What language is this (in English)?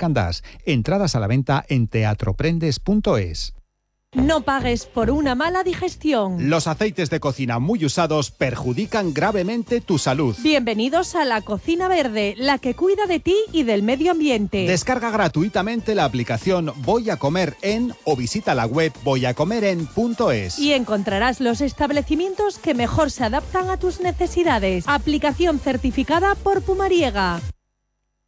Spanish